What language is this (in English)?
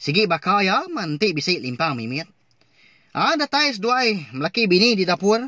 Iban